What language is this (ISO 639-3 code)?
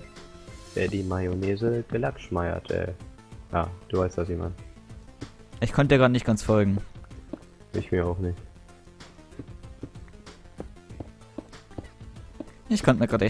deu